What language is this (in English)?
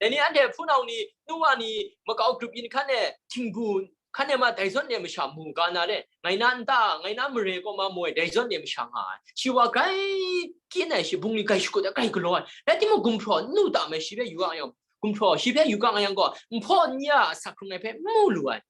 Kachin